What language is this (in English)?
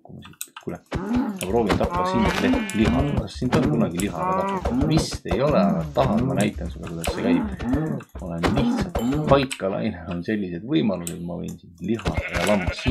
Estonian